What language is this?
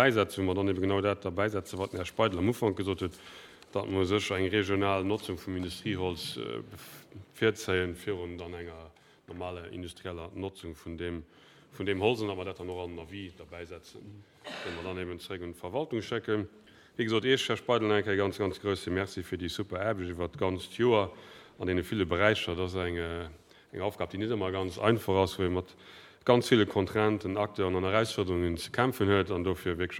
Luxembourgish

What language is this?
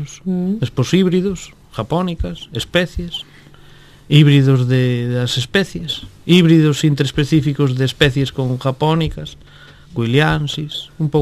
Galician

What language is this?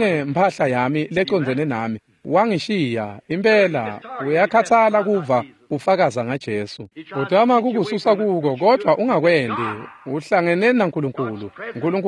Swati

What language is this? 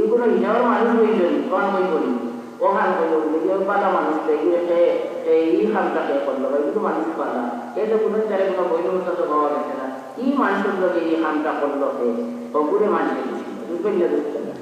Sylheti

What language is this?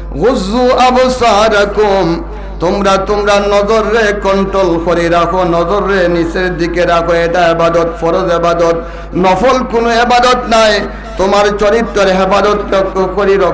Sylheti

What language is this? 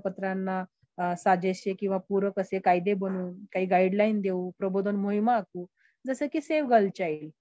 Marathi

